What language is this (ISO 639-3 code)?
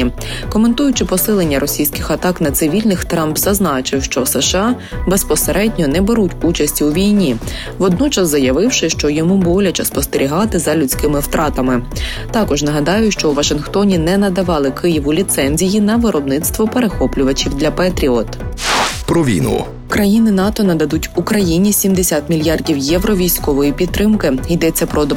ukr